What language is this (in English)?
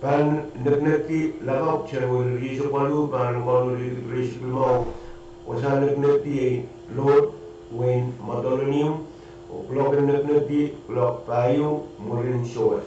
Pohnpeian